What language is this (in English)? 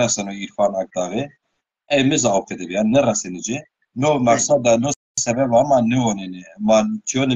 Zaza